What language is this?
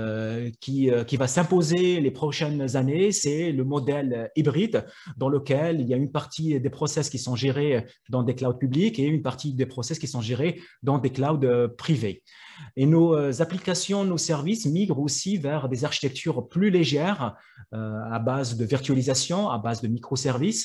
French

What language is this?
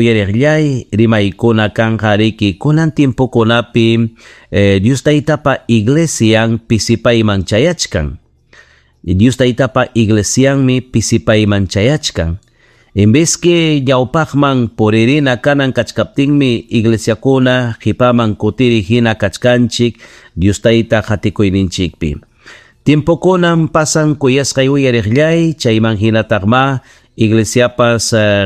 Ayacucho Quechua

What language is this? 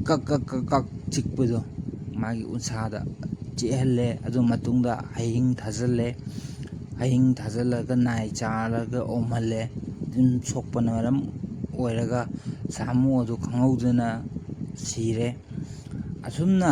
Manipuri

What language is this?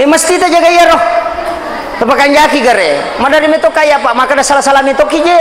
Buginese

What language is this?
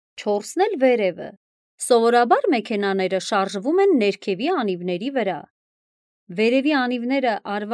Armenian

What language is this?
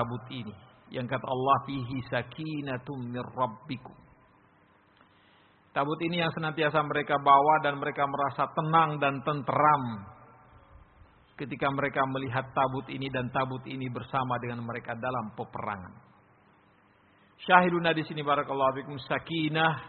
Indonesian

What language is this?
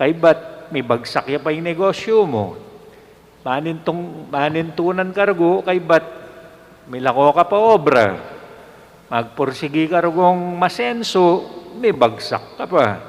Pampanga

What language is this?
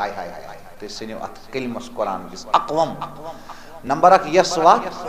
Kashmiri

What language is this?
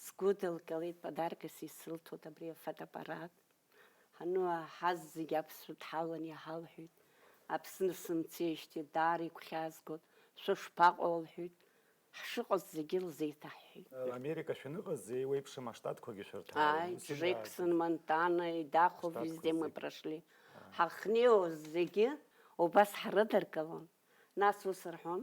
Abkhazian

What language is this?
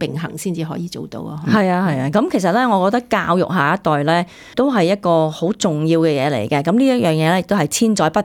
Cantonese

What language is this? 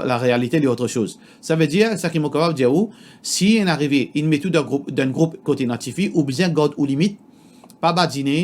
Morisyen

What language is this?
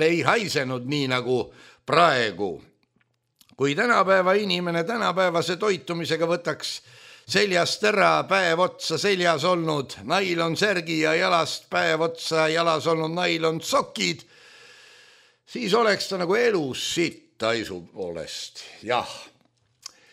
Estonian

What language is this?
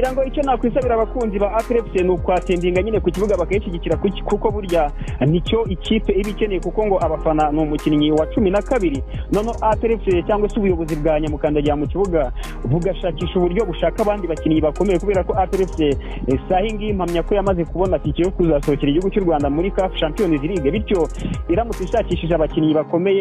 Kinyarwanda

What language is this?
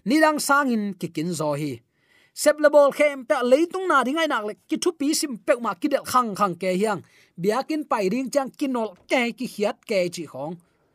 Tedim Chin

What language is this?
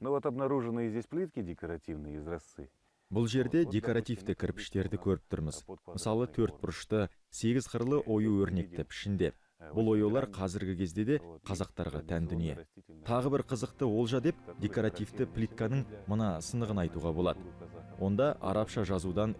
Kazakh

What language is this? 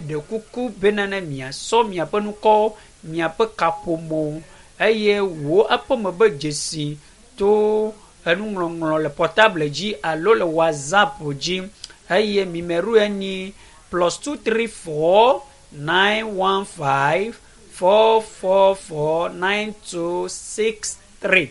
Ewe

